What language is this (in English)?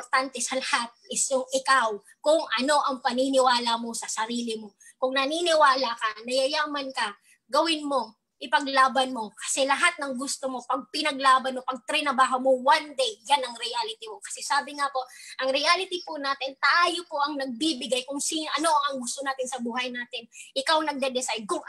Filipino